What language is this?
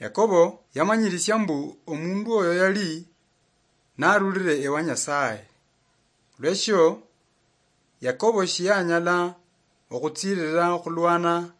Luyia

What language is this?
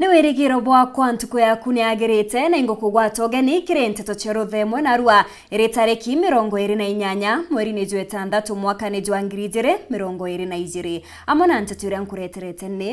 Meru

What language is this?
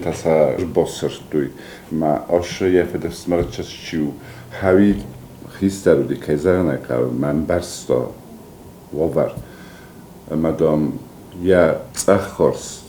Ossetic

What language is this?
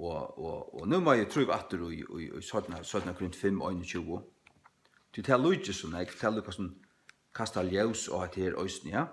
Faroese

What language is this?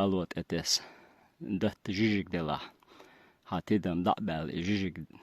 Chechen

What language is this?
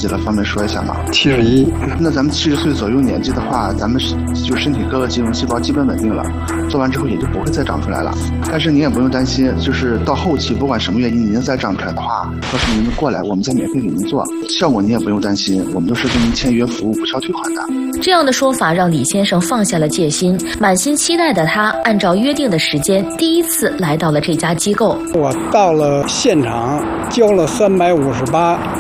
Chinese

